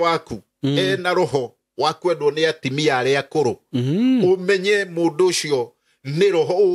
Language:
Kikuyu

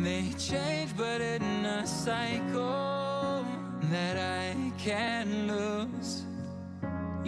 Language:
Indonesian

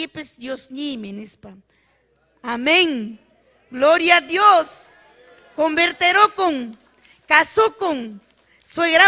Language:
Ayacucho Quechua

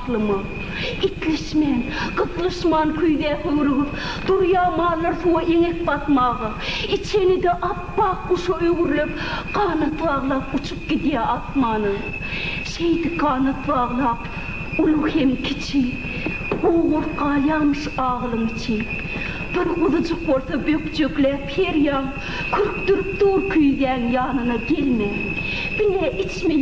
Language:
Turkmen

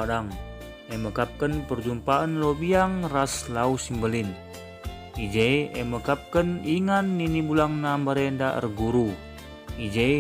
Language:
Batak Karo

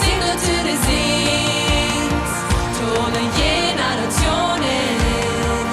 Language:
Plautdietsch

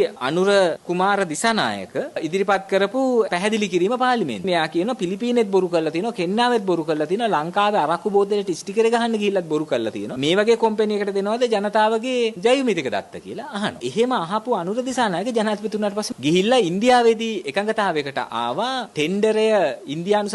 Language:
Sinhala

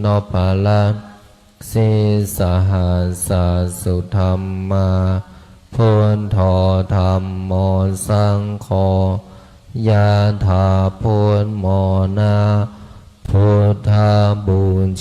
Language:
Pali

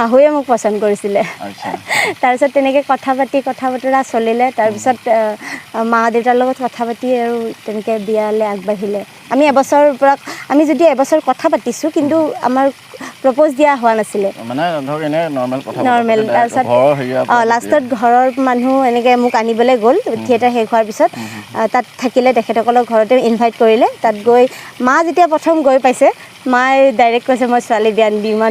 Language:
Assamese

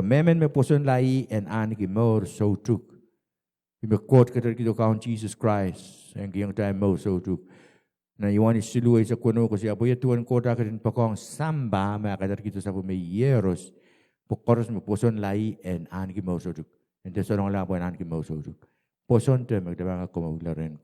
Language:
Pohnpeian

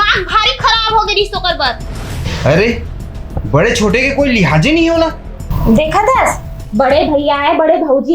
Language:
Chhattisgarhi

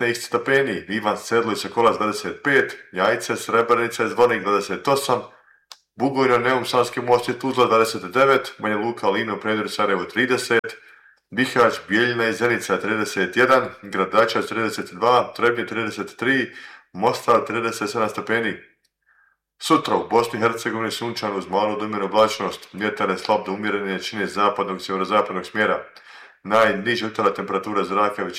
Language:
Bosnian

